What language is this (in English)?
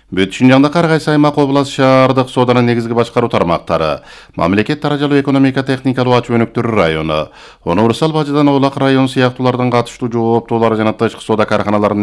Kyrgyz